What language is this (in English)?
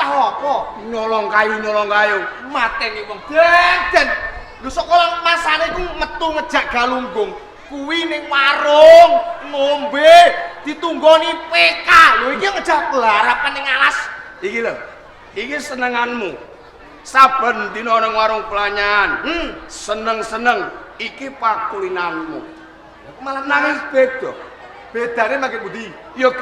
Javanese